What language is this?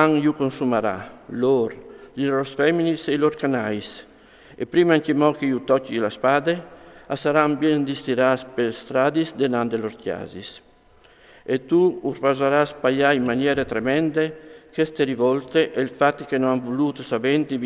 Friulian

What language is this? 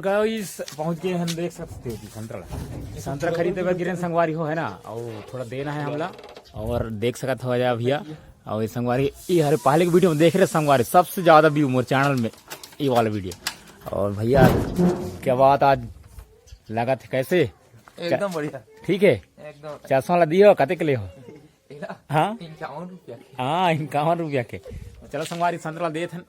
Chhattisgarhi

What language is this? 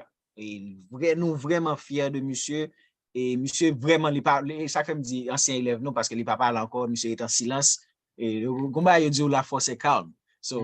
Haitian Creole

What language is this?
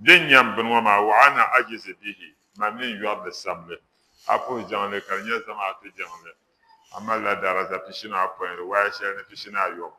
Dagbani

